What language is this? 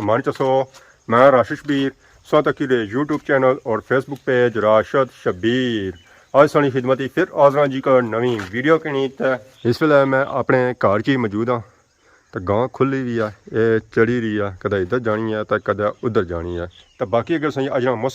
Pahari-Potwari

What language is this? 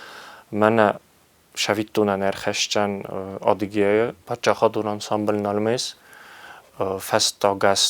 Ossetic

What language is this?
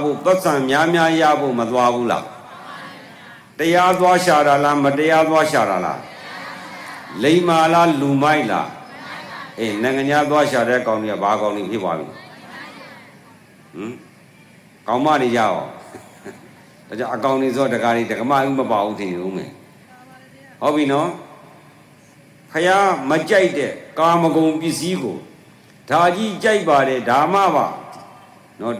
Burmese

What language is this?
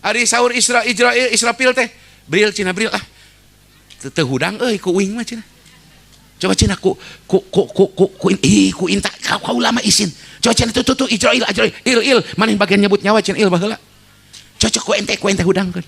Sundanese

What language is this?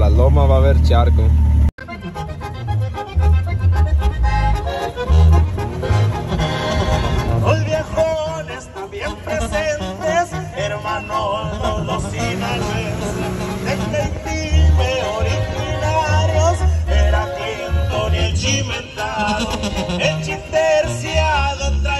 Spanish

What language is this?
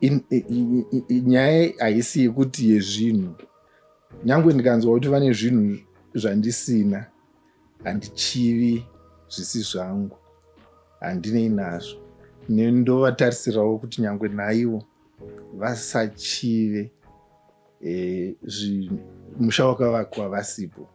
Shona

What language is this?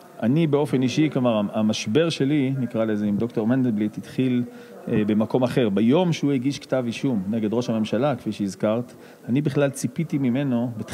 Hebrew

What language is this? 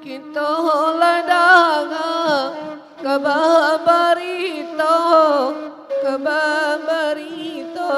Minangkabau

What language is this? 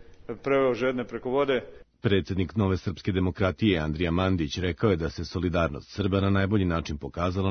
Serbian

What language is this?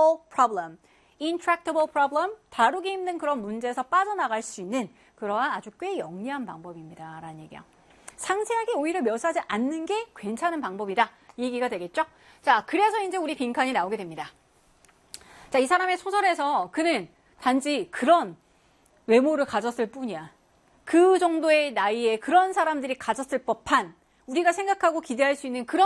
Korean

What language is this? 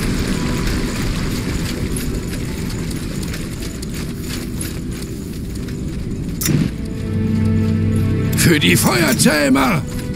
German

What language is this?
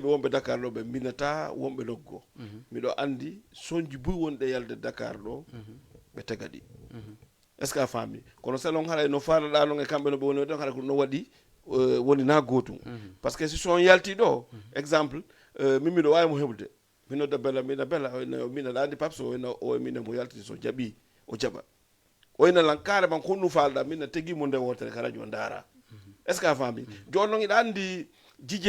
Fula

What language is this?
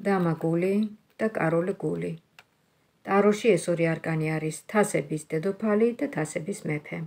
Georgian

